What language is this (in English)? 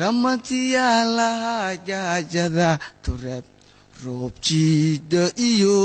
Somali